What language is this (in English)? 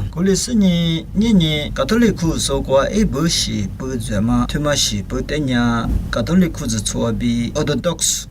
Lisu